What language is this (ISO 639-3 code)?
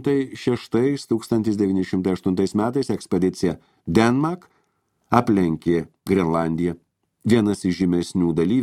lit